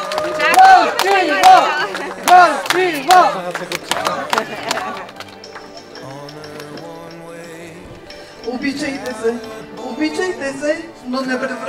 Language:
Bulgarian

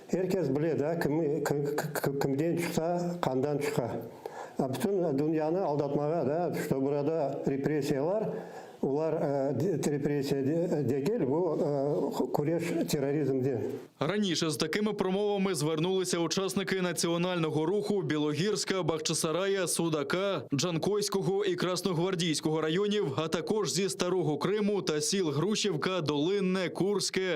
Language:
Crimean Tatar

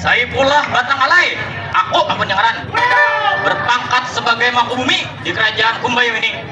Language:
Banjar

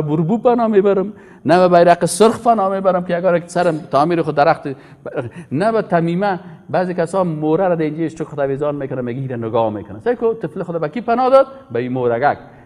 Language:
Persian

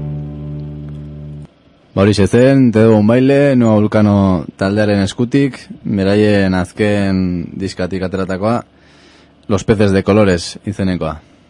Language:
Basque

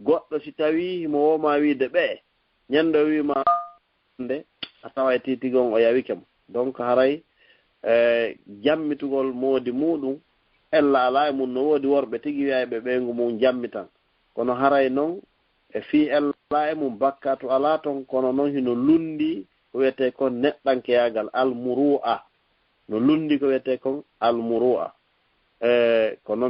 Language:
Fula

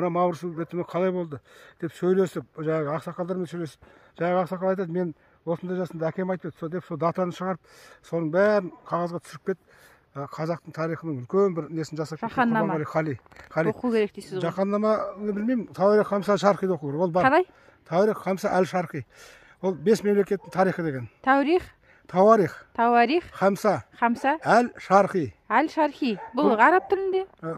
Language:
Kazakh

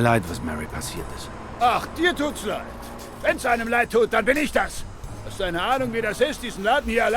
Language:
Swiss German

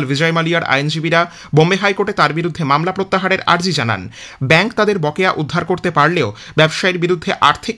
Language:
Bangla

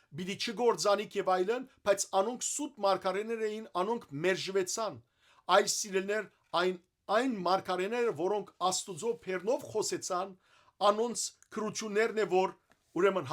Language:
Western Armenian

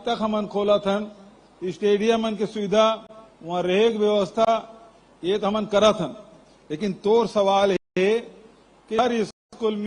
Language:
Chhattisgarhi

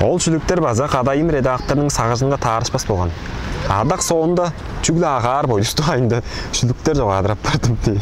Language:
Tuvinian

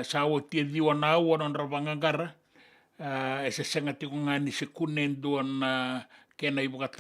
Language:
Fijian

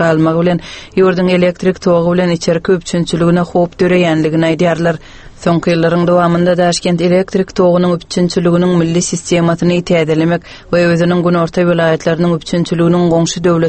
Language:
Turkmen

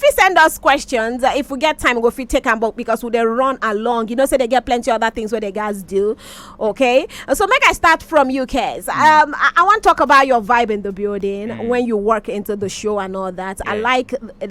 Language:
Nigerian Pidgin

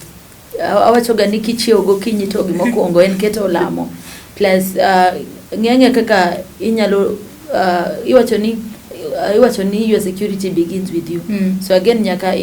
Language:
Luo (Kenya and Tanzania)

